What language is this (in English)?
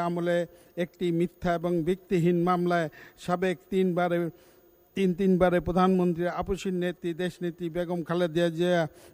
Bangla